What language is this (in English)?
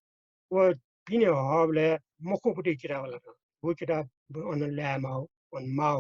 Newari